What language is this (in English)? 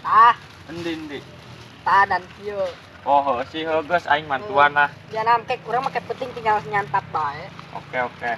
Sundanese